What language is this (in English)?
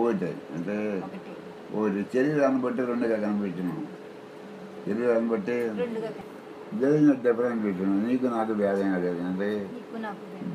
Telugu